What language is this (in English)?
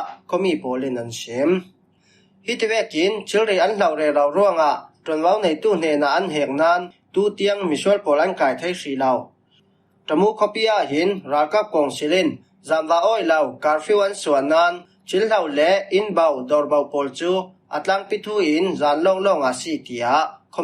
Falam Chin